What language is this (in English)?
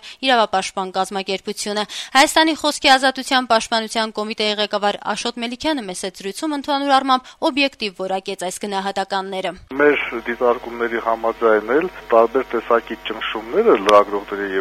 Armenian